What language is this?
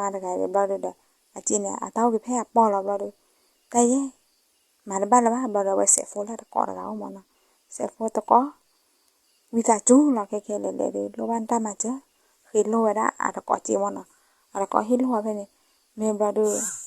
S'gaw Karen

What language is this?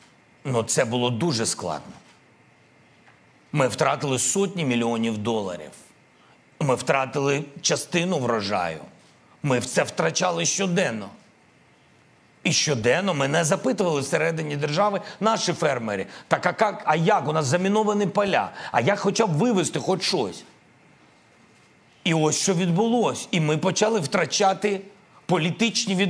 Ukrainian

